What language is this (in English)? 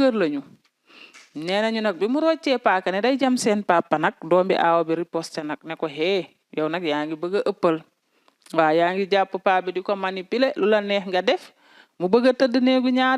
Wolof